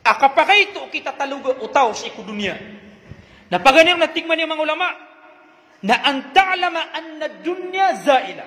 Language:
Maranao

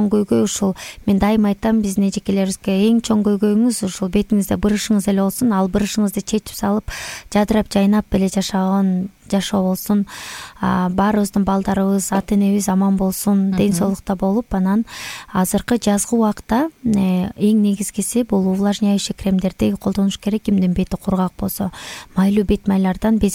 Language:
Kyrgyz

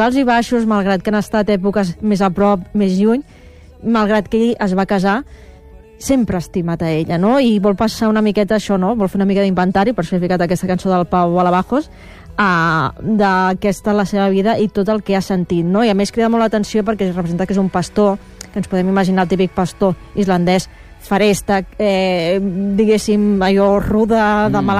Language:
Catalan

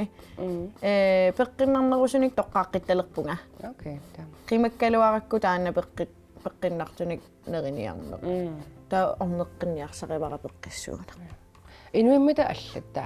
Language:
Kalaallisut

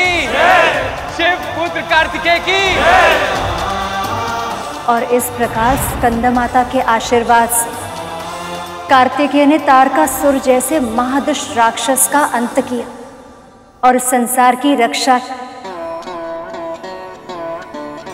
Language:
Hindi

